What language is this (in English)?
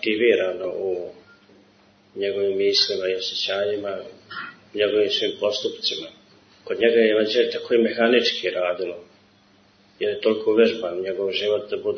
Serbian